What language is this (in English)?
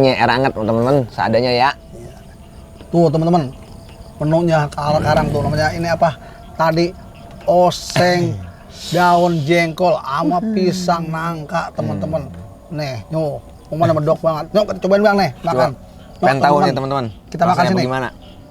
Betawi